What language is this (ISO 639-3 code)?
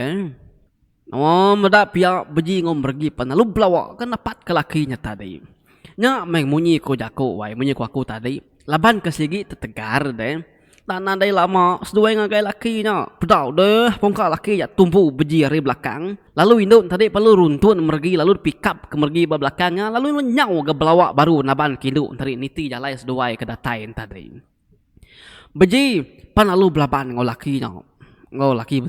iba